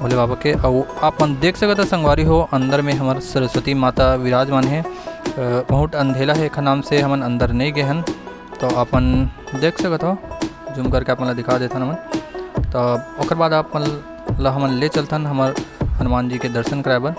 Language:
Chhattisgarhi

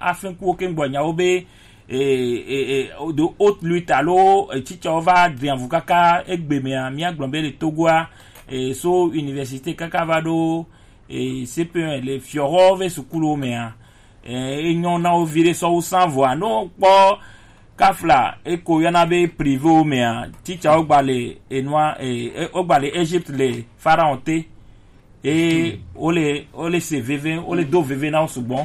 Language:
Gen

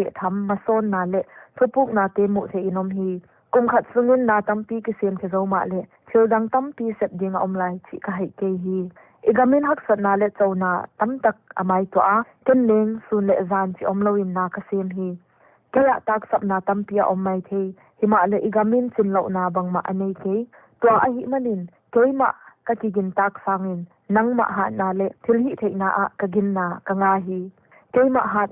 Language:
Paite Chin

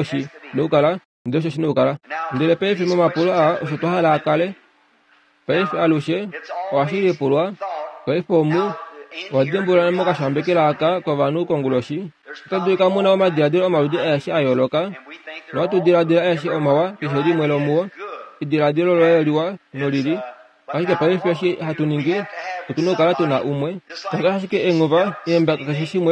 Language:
Kuanyama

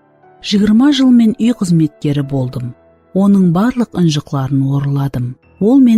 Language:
Kara-Kalpak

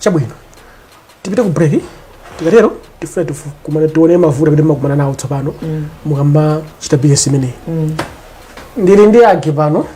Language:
Nyanja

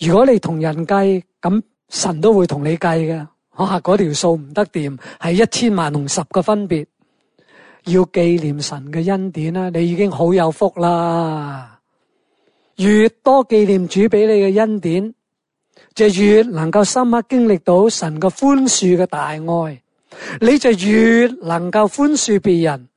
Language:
Cantonese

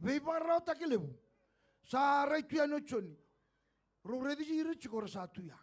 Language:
Fijian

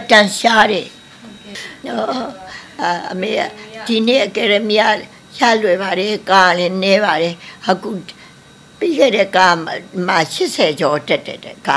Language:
Burmese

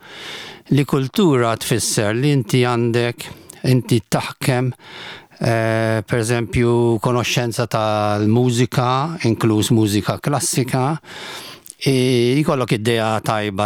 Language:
Maltese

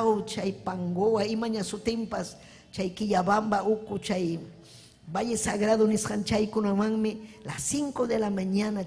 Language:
Ayacucho Quechua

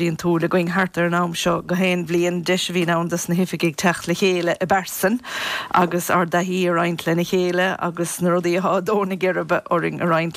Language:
Irish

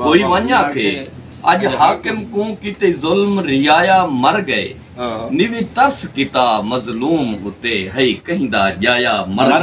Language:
Saraiki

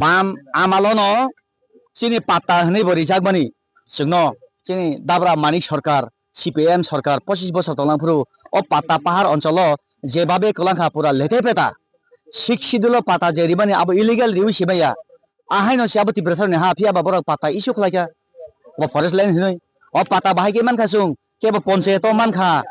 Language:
Kok Borok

